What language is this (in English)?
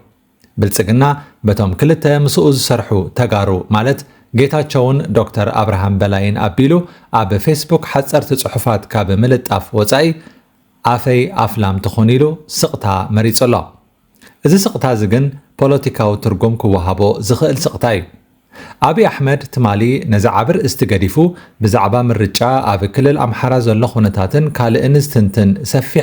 Tigrinya